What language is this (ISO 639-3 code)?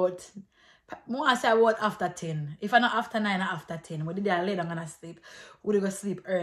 jam